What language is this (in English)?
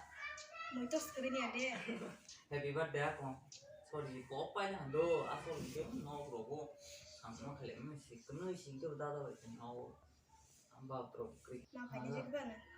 Kok Borok